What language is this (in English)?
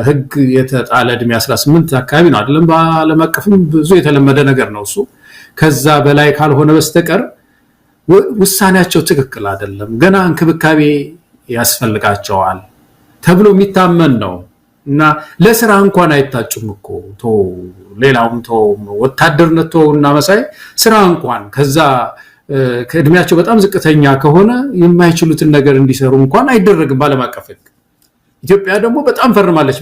Amharic